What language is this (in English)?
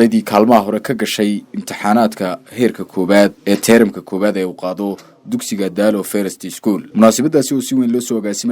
Somali